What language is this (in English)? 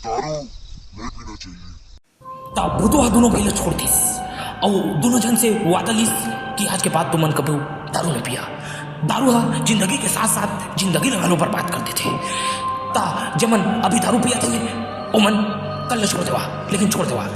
Chhattisgarhi